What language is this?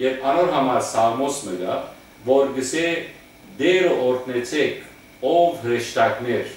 Western Armenian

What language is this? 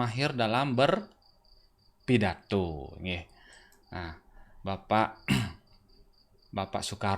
Balinese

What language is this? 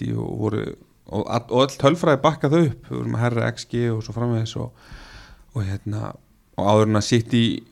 Icelandic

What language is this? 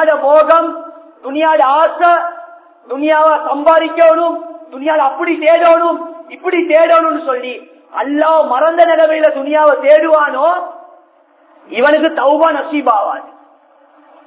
Tamil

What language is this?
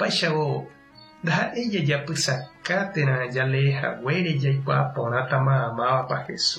Guarani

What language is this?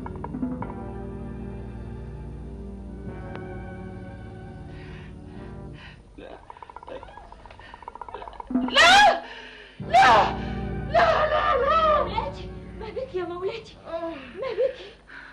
Arabic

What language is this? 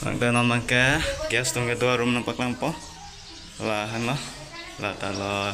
Karbi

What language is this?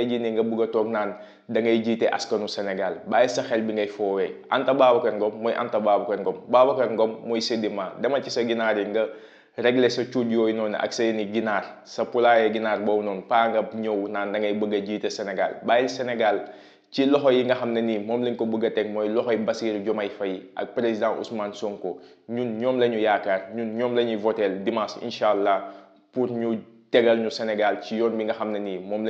Wolof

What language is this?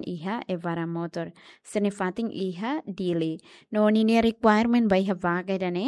Tetum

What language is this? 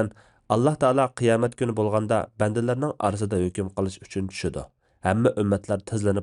Uyghur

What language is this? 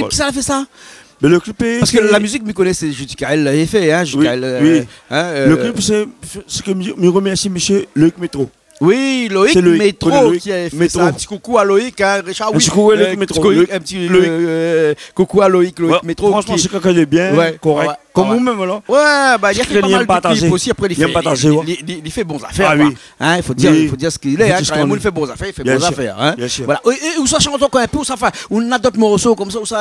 Réunion Creole French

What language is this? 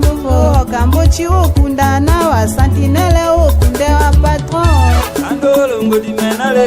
Tetela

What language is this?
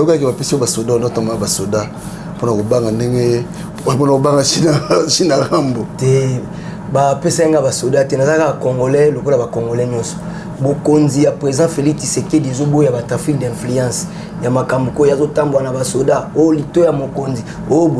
Lingala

